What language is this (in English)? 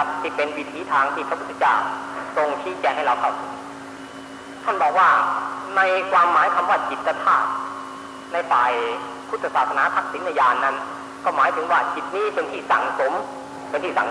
Thai